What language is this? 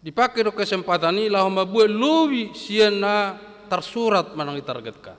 Batak Toba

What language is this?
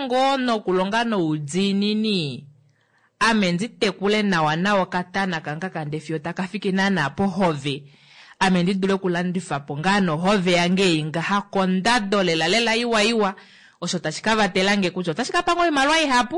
Kuanyama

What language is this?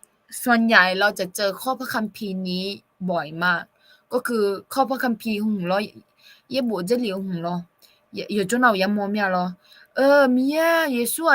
Akha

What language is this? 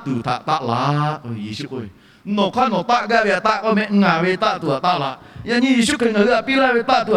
Lahu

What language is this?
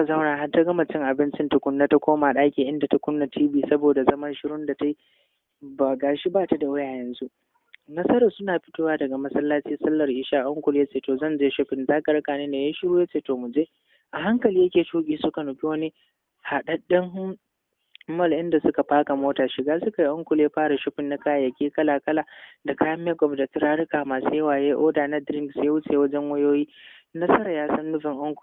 Hausa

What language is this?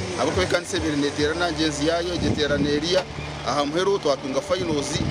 Nyankole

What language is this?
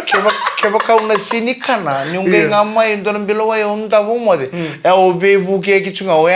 Fijian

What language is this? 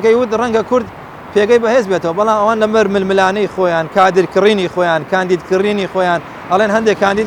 Central Kurdish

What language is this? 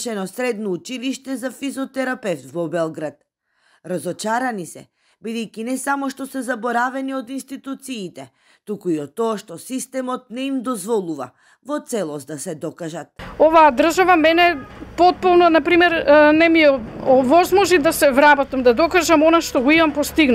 Macedonian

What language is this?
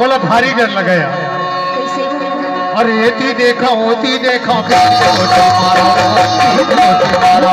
Chhattisgarhi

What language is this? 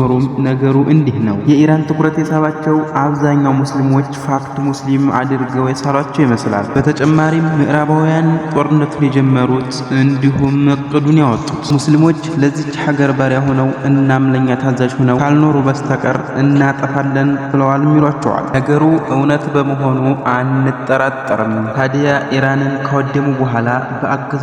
Amharic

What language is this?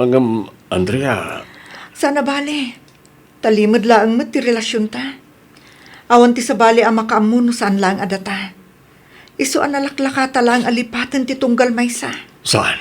Iloko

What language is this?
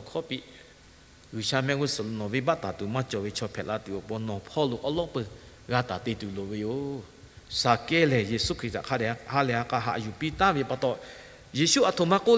Lahu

